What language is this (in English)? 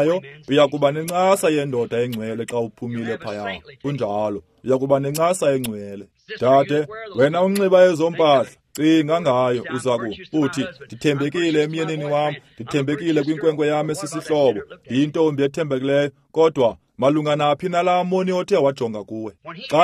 Xhosa